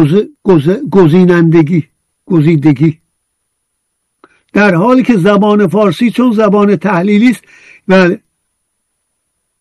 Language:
Persian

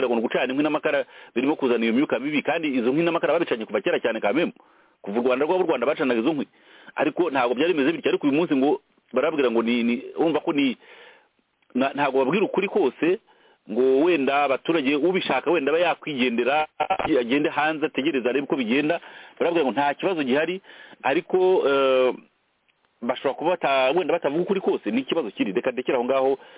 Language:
Kinyarwanda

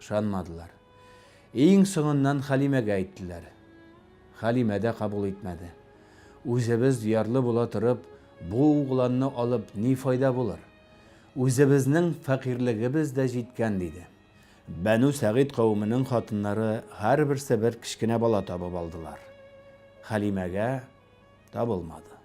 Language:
Tatar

